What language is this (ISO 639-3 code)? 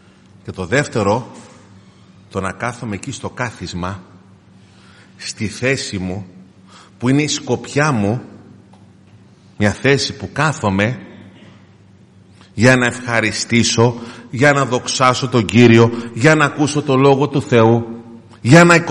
ell